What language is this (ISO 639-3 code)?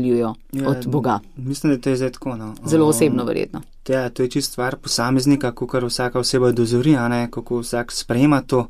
slv